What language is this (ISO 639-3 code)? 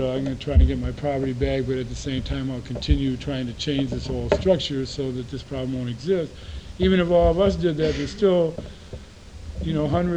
eng